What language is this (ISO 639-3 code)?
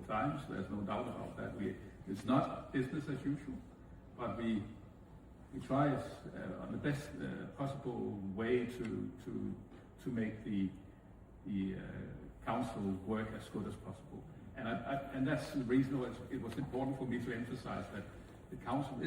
kal